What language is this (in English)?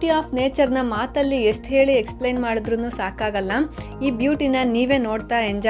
Kannada